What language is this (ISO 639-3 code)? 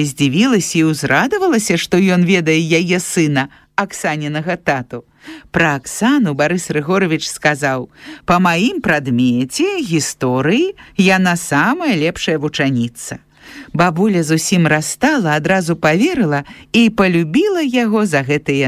bel